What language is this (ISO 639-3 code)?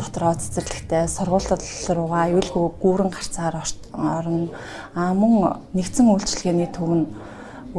mon